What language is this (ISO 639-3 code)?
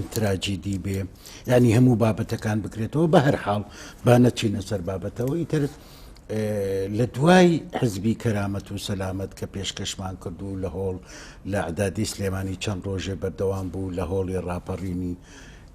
ckb